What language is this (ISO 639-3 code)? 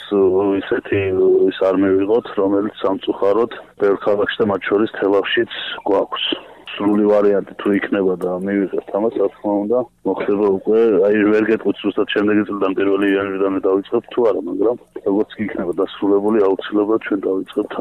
kat